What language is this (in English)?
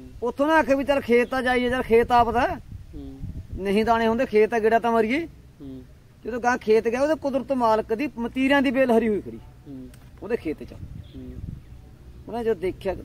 Punjabi